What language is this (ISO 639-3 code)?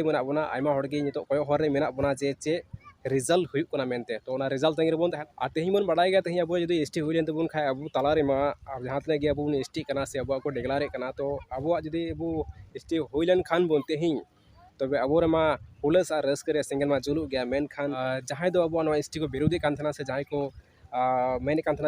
sat